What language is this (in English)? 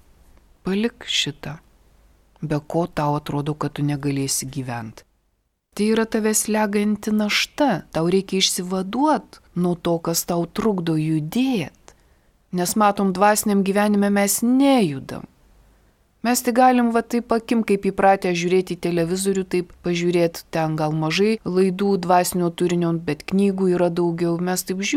Lithuanian